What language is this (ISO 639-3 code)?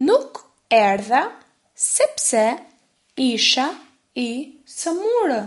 sqi